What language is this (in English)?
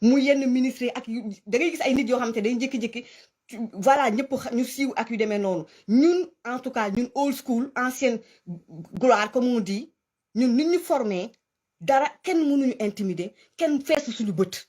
Wolof